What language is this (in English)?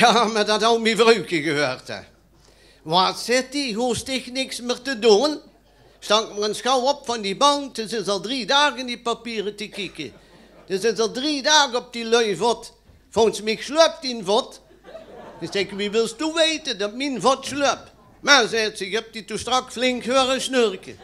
Limburgish